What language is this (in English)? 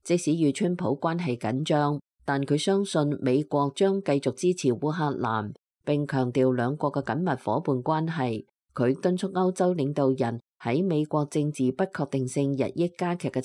Cantonese